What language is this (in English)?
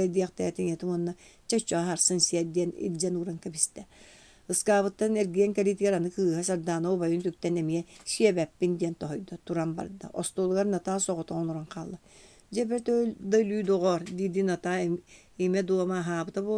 Yakut